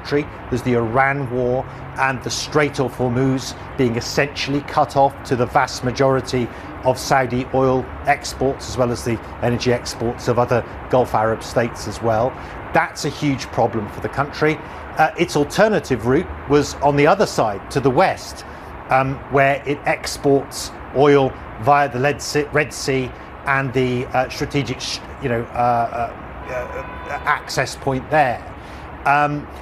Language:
English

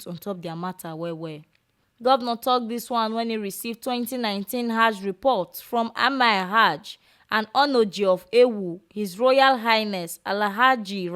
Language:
Nigerian Pidgin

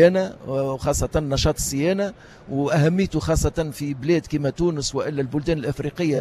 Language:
Tunisian Arabic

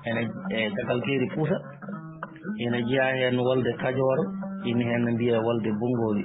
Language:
Fula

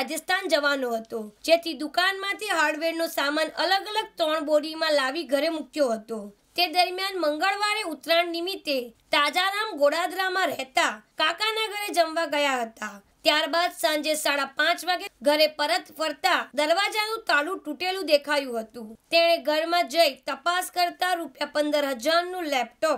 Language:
Gujarati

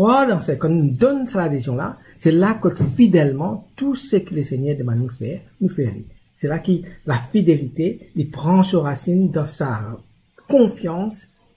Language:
Morisyen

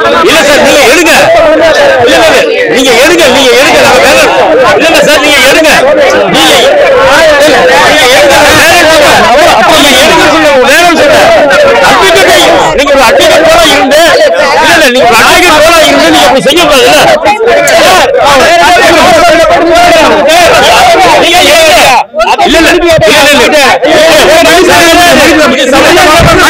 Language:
Tamil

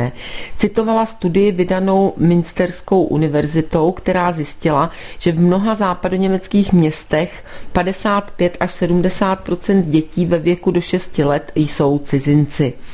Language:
Czech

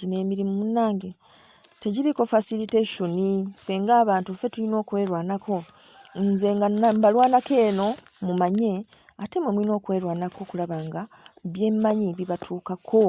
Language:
Ganda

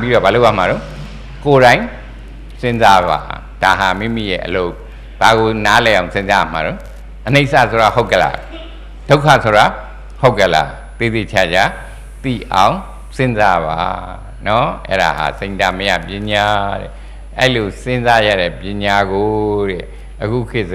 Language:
Burmese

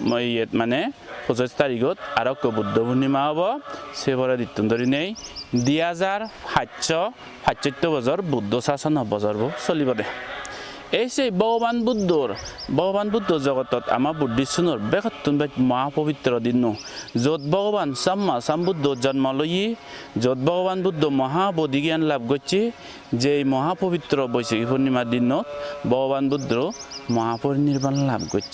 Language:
Chakma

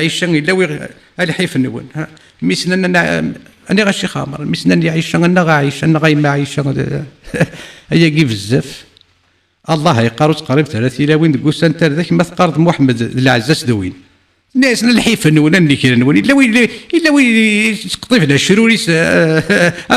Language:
Kabyle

